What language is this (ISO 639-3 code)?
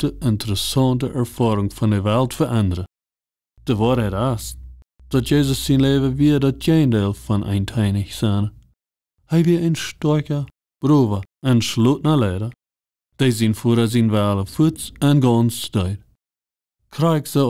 pdt